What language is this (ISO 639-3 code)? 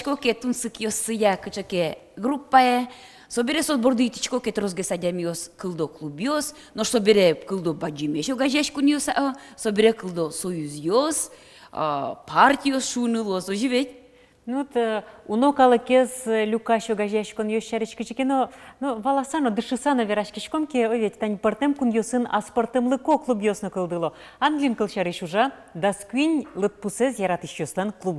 udm